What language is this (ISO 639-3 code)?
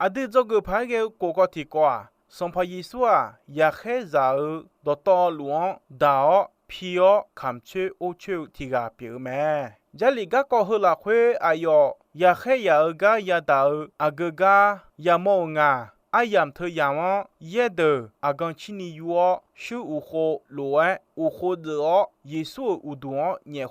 ahk